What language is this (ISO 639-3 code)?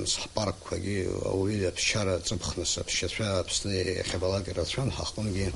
abk